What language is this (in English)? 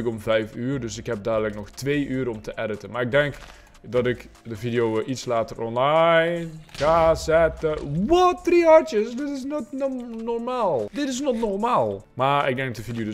Dutch